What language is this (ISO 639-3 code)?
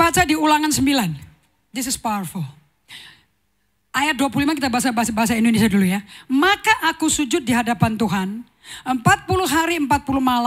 ind